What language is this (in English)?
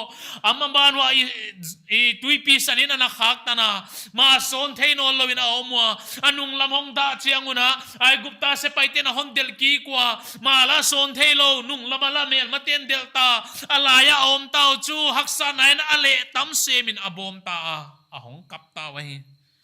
Paite Chin